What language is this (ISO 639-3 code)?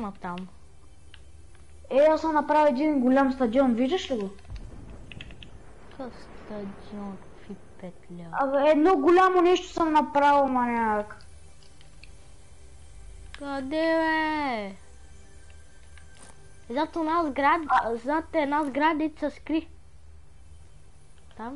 bul